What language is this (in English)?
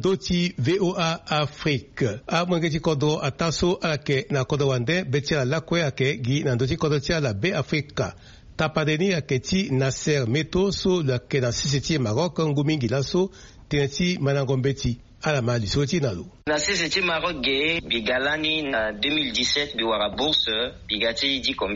Sango